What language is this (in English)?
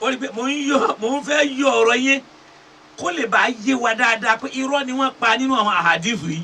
Yoruba